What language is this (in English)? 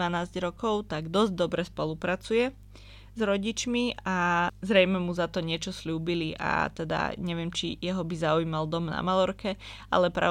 Slovak